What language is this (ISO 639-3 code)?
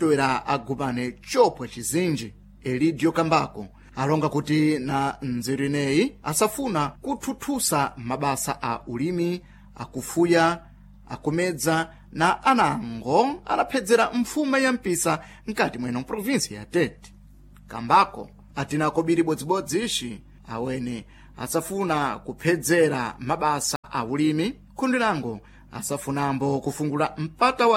seh